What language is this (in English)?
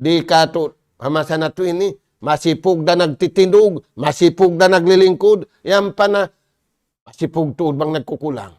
Tausug